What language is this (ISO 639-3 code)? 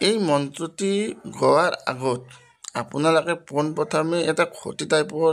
asm